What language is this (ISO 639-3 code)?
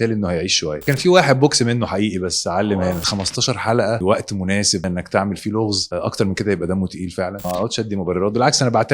arz